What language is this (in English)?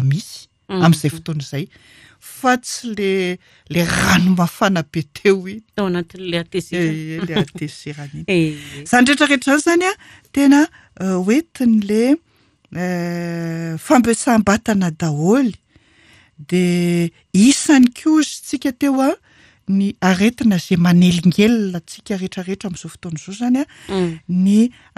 Malagasy